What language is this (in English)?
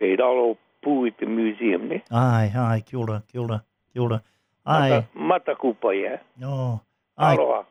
Māori